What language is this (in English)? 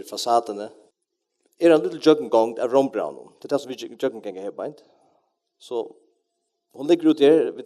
Faroese